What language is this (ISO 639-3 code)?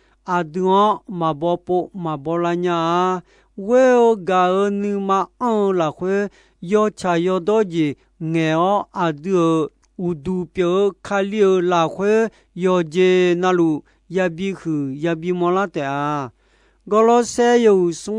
ahk